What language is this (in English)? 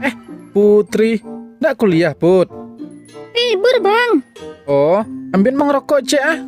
Minangkabau